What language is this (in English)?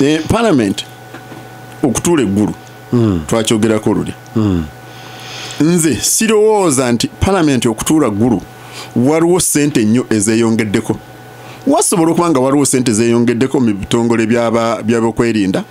Ganda